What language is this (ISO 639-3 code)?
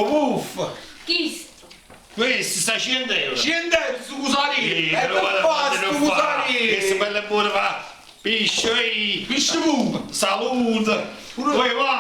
nap